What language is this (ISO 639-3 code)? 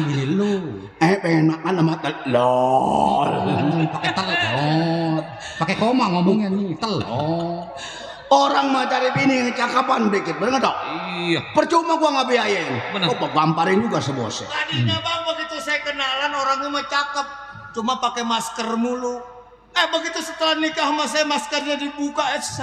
bew